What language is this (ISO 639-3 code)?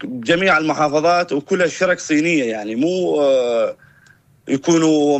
apc